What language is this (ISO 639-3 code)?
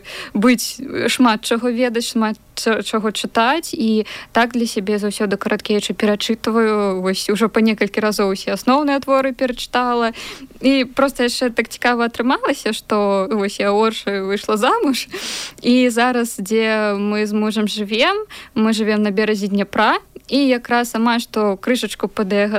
bel